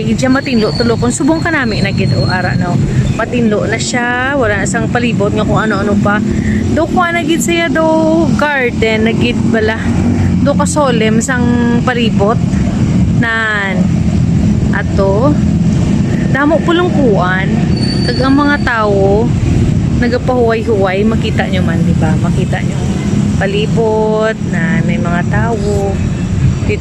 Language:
Hiligaynon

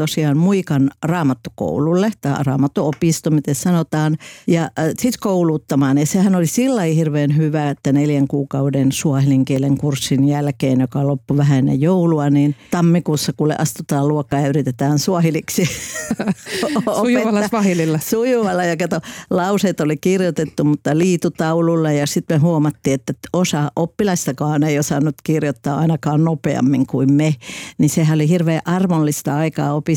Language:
Finnish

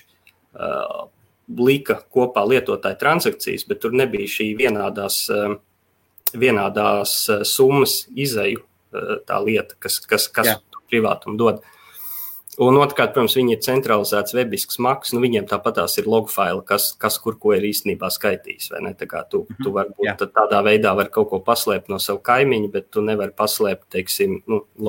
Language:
Latvian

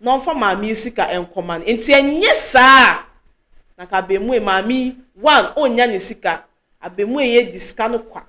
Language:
Akan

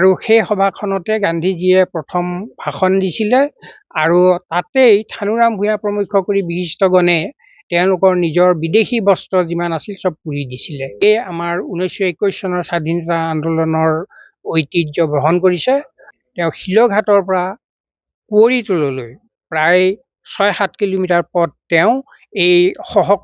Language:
Assamese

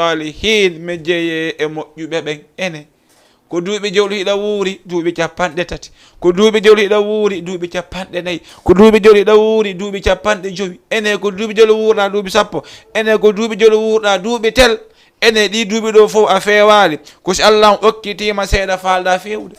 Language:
Fula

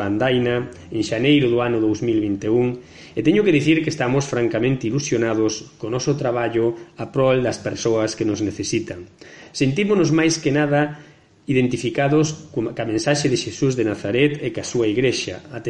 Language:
Galician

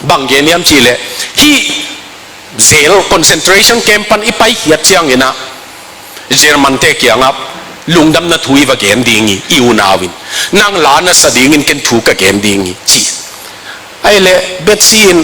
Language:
Tedim Chin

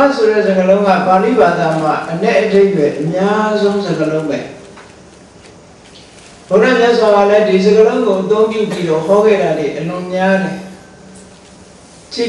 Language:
Burmese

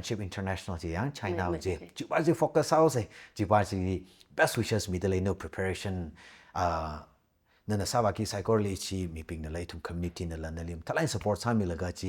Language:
Tangkhul Naga (India)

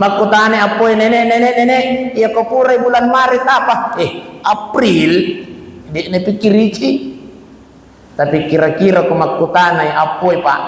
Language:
Buginese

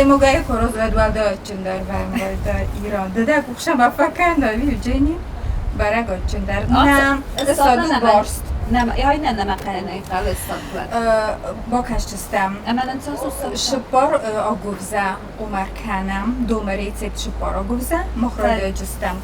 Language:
Ossetic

